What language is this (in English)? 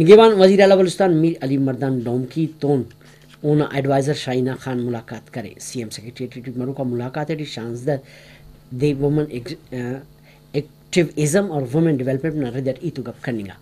Brahui